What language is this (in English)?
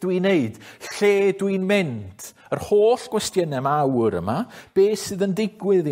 Welsh